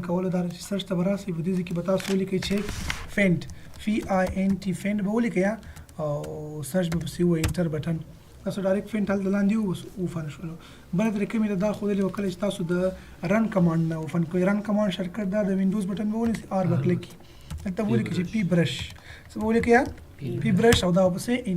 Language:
Pashto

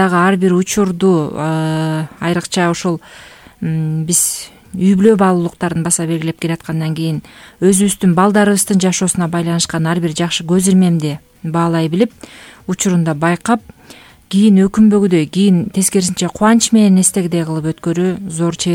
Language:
Kyrgyz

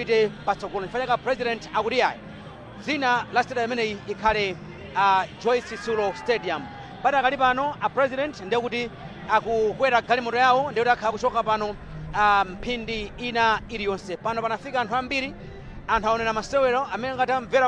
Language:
Nyanja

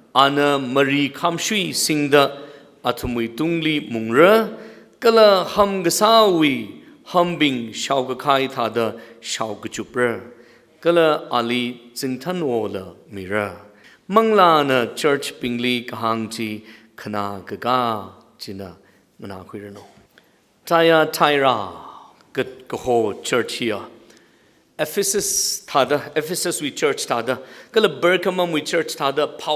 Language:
Tangkhul Naga (India)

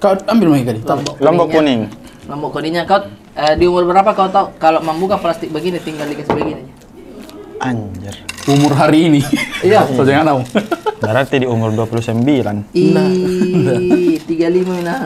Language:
Makassar Malay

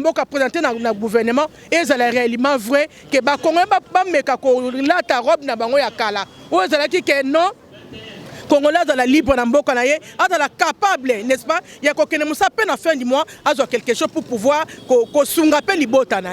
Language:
Lingala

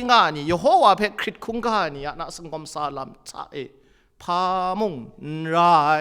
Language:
Kachin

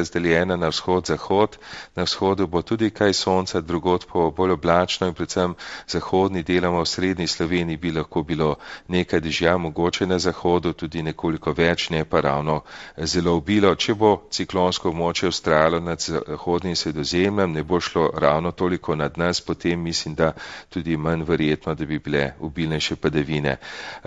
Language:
Slovenian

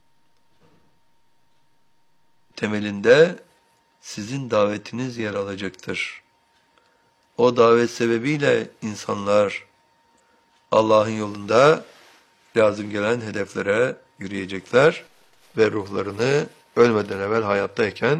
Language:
Turkish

